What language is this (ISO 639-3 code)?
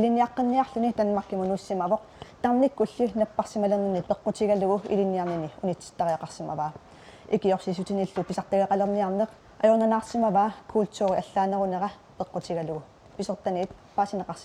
kal